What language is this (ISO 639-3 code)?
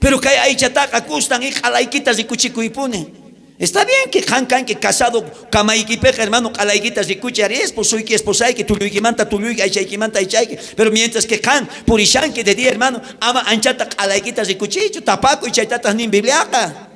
quh